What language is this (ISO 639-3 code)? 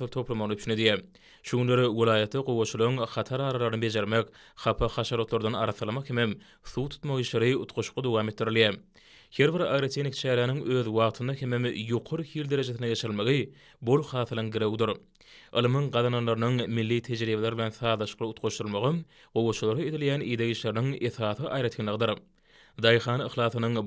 tuk